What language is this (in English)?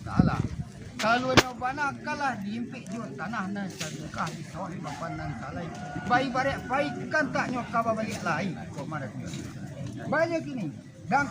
Minangkabau